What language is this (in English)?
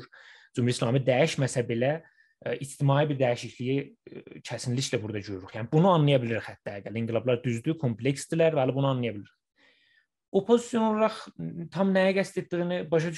South Azerbaijani